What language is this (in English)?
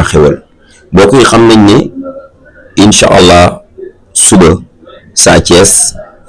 Wolof